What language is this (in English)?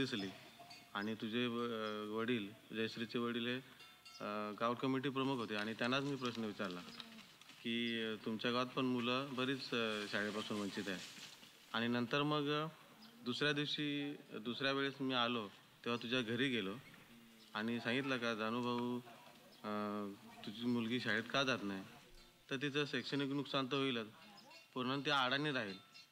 Marathi